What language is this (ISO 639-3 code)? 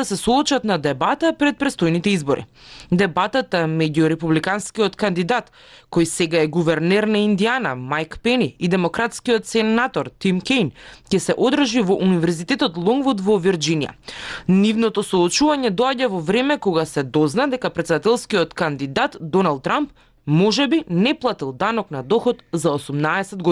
mkd